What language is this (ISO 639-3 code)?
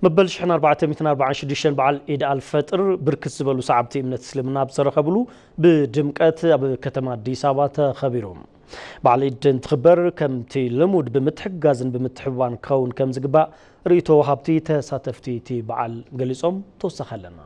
tir